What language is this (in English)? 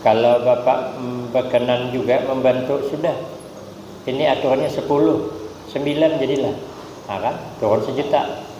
Banjar